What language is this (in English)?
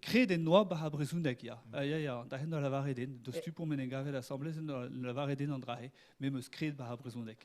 Breton